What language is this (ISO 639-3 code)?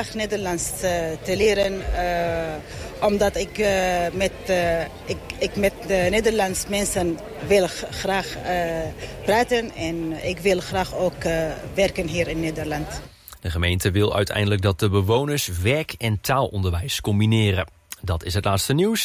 nld